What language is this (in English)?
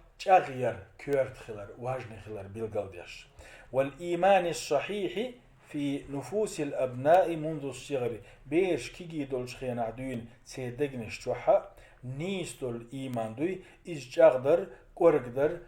Chechen